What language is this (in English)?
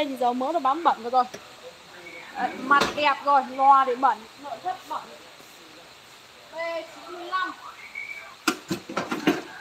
Vietnamese